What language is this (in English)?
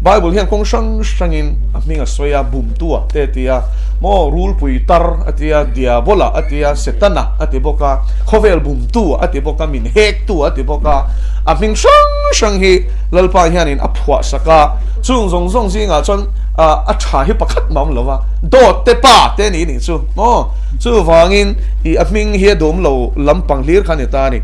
Mizo